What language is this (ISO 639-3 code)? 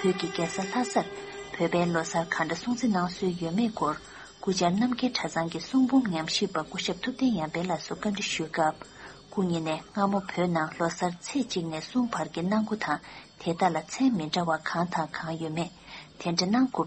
bod